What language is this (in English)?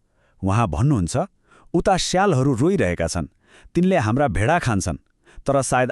Nepali